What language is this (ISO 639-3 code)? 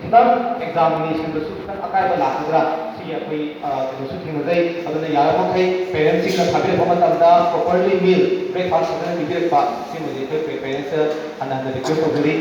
mni